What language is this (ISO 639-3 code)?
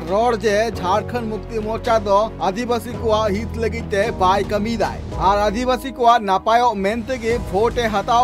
sat